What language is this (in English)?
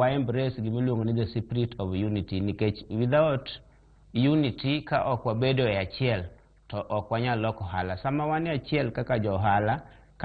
Luo (Kenya and Tanzania)